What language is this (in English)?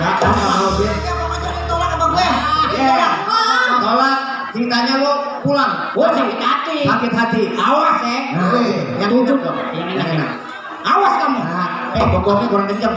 Betawi